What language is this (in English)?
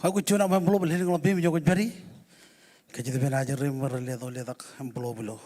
Marshallese